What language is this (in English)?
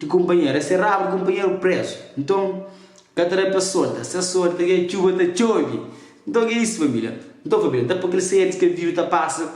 Kabuverdianu